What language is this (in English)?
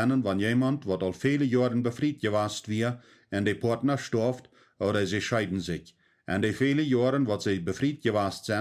Plautdietsch